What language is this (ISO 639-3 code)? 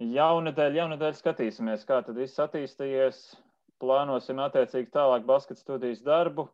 lav